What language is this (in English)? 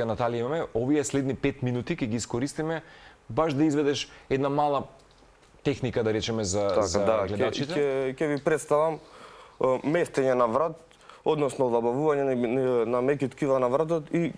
Macedonian